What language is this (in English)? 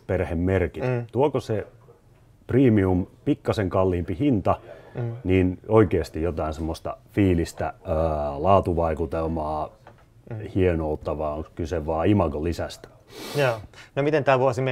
Finnish